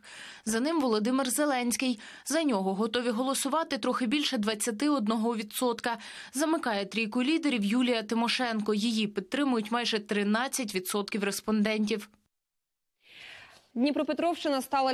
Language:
Ukrainian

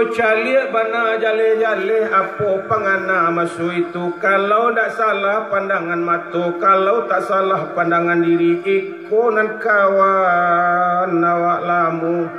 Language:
Minangkabau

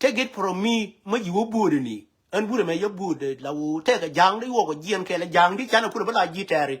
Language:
Nuer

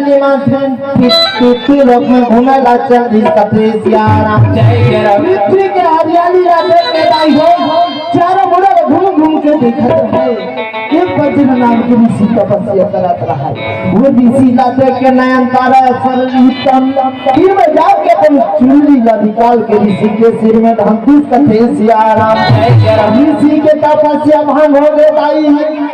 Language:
Chhattisgarhi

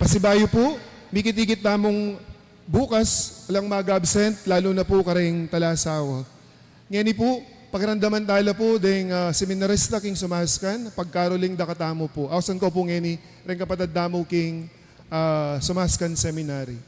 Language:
Pampanga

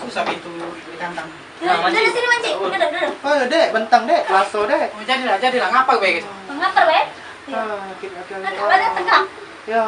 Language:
Musi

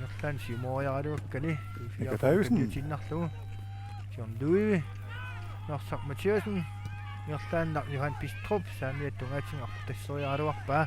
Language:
Kalaallisut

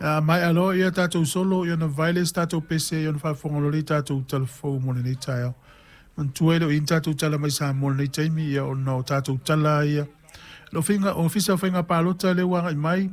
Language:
Samoan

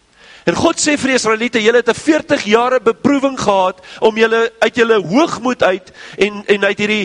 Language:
Afrikaans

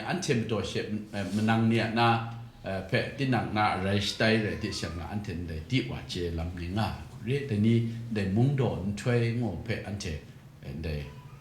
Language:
Kachin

